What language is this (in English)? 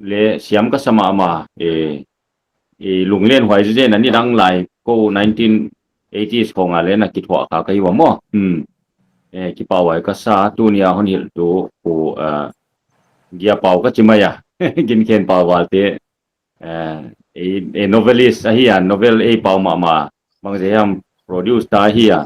Paite Chin